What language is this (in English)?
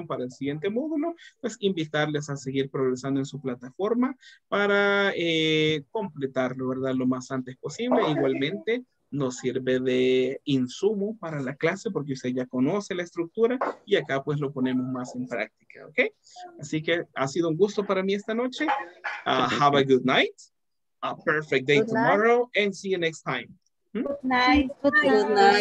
Spanish